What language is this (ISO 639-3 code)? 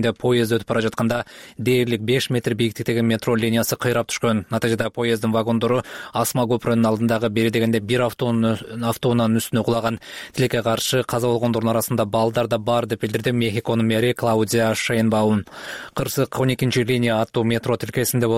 kir